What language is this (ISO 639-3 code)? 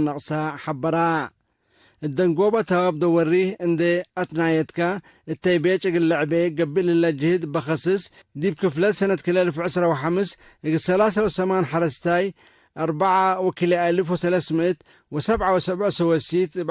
tig